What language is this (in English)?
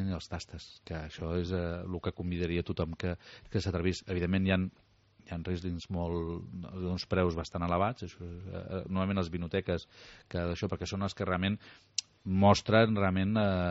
Catalan